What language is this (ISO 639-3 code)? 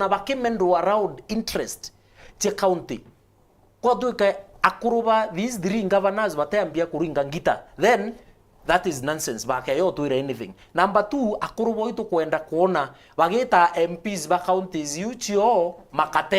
mer